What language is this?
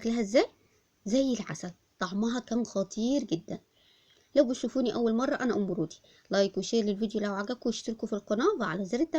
Egyptian Arabic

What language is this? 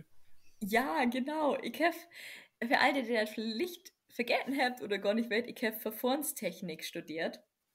Low German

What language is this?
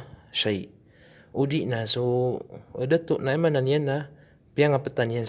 Maranao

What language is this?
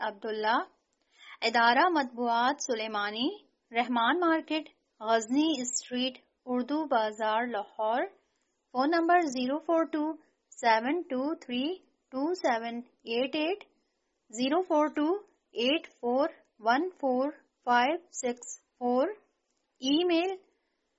Urdu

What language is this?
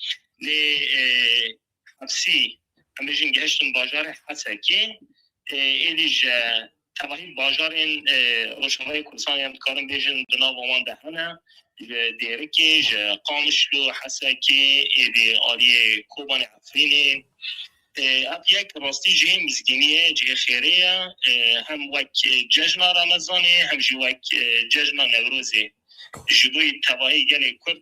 Kurdish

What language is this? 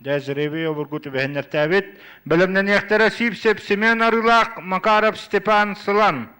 Yakut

